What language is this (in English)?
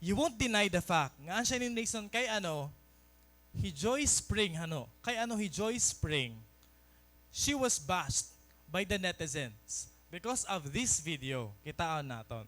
Waray